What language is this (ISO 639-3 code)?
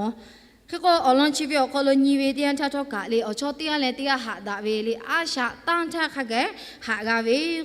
lhu